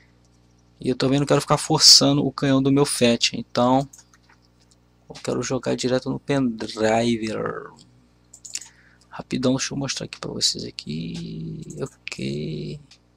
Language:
Portuguese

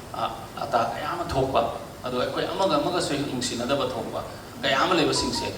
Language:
Manipuri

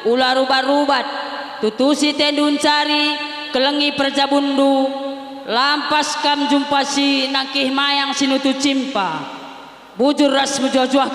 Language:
Batak Karo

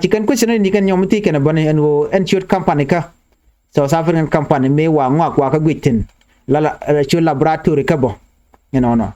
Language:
Nuer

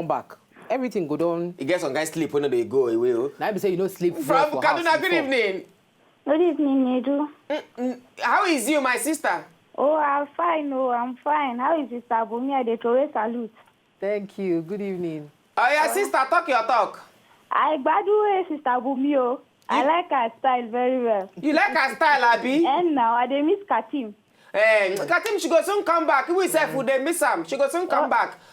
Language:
Nigerian Pidgin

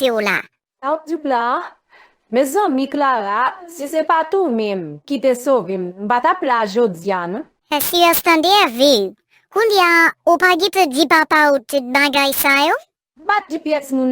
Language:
Haitian Creole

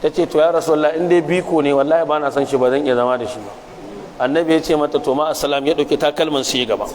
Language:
Hausa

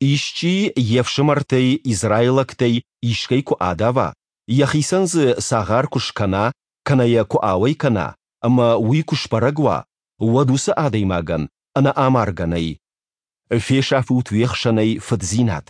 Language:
Ossetic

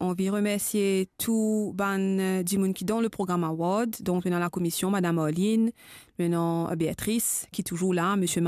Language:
Morisyen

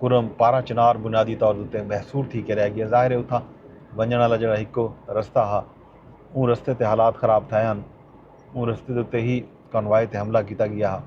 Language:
Saraiki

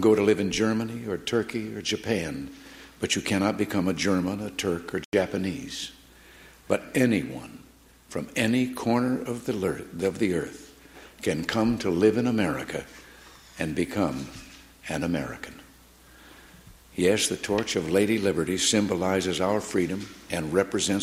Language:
English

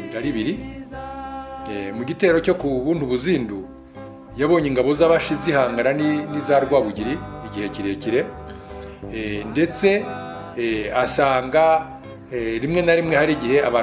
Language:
Kinyarwanda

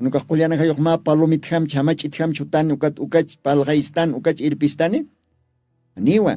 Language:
Aymara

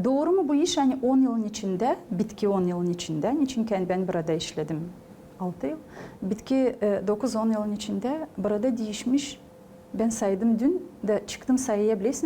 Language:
Gagauz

